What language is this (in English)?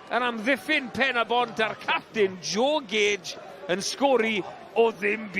Welsh